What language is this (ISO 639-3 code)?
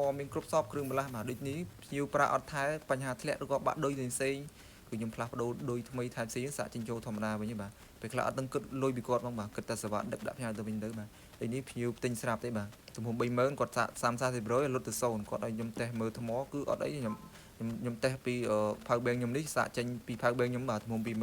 khm